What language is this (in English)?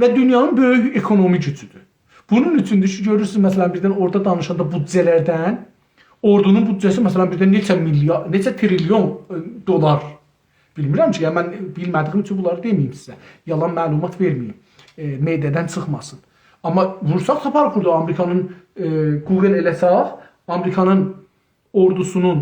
South Azerbaijani